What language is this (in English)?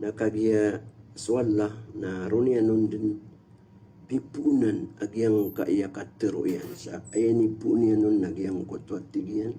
Maranao